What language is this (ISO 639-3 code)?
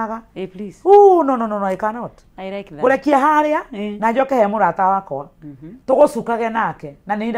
kik